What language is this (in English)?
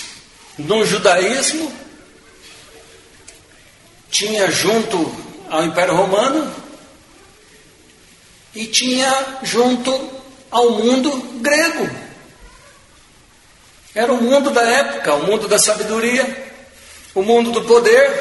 Portuguese